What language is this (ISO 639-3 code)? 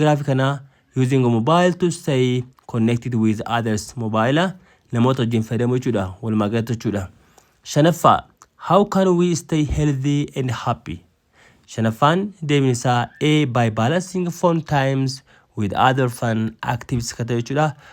orm